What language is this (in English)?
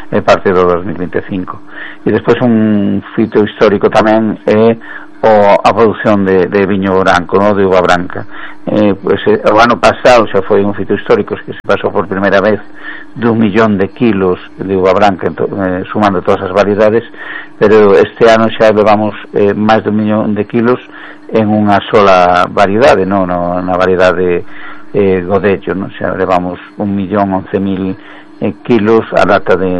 Galician